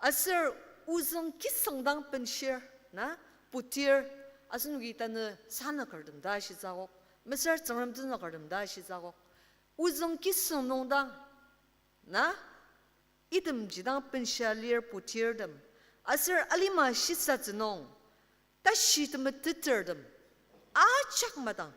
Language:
Ao Naga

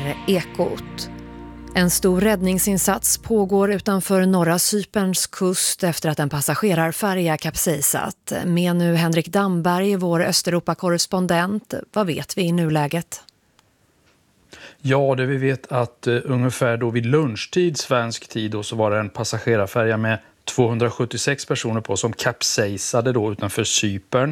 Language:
Swedish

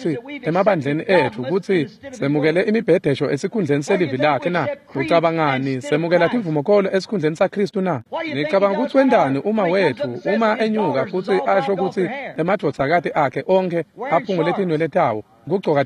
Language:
Swati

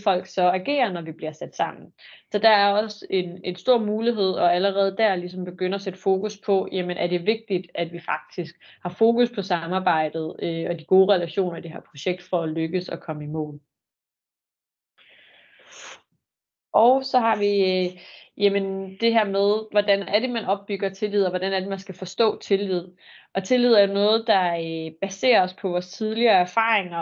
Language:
Danish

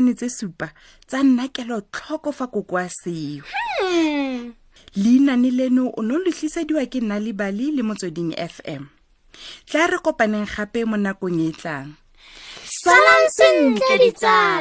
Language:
Tswana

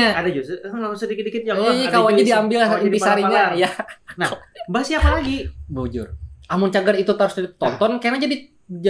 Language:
Banjar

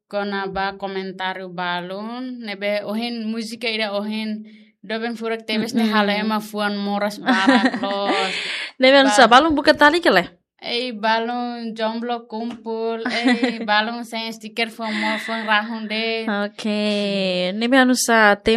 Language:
Tetum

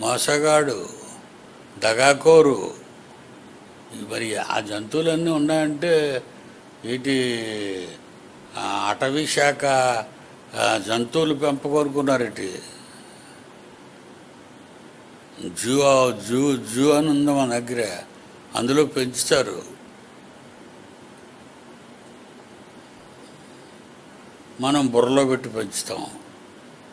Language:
Telugu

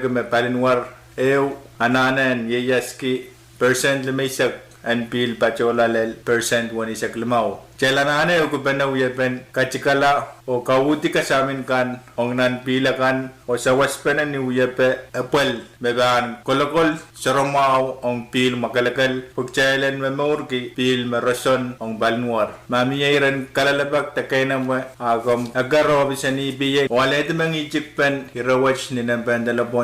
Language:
Pohnpeian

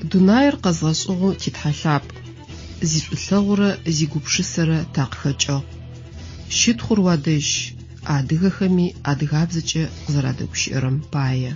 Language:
Adyghe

